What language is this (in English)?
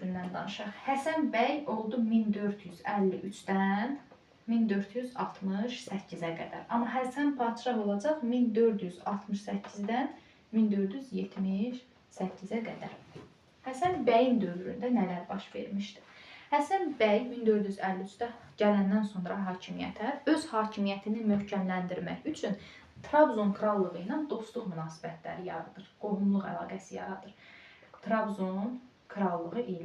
Azerbaijani